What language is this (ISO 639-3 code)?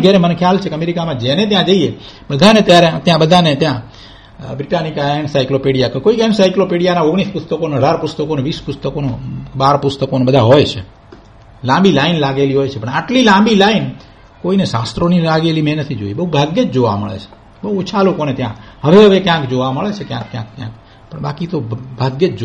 guj